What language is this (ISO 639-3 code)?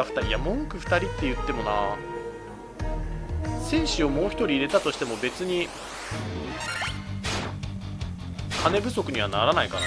jpn